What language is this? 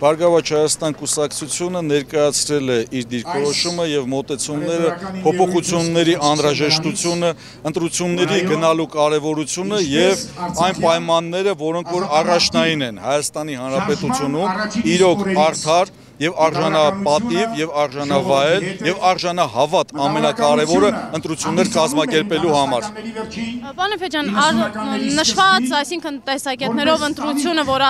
Armenian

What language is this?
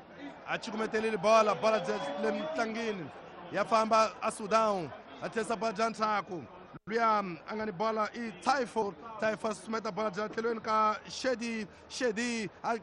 Tsonga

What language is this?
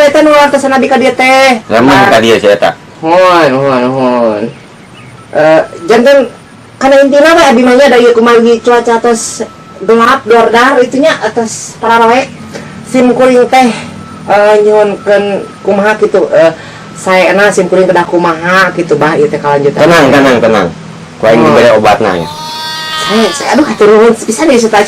Sundanese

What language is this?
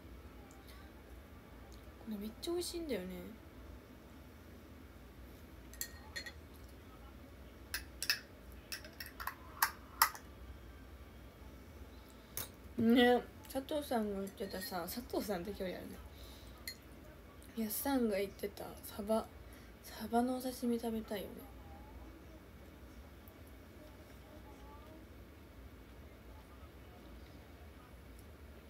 Japanese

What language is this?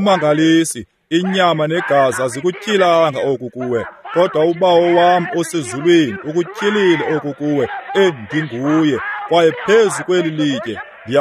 Xhosa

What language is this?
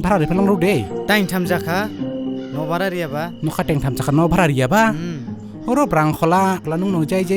Dimasa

